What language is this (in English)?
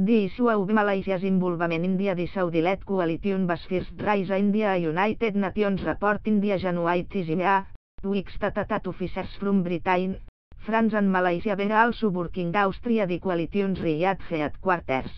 English